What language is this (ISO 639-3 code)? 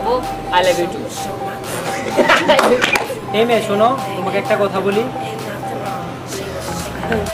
ben